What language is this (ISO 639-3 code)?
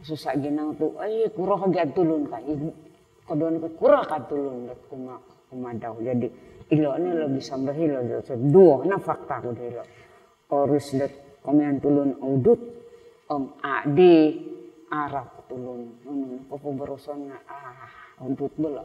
dtp